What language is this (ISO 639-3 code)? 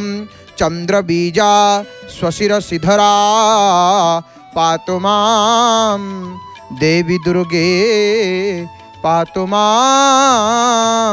ori